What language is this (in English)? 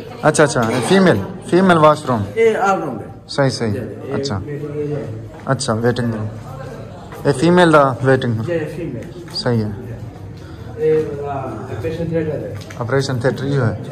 Saraiki